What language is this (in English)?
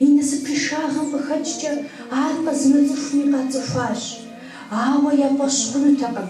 Kabardian